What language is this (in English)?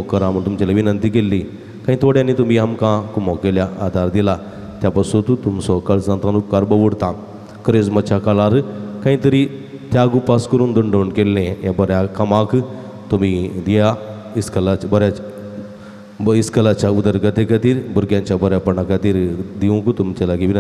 Konkani